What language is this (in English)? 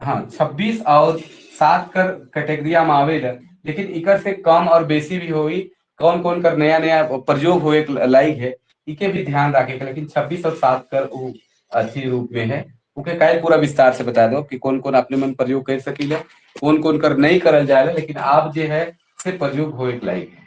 Sadri